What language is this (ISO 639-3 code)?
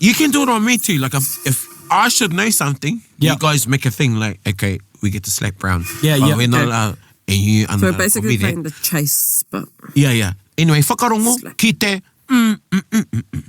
mri